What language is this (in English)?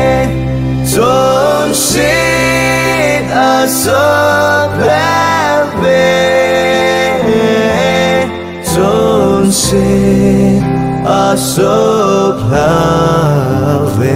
Vietnamese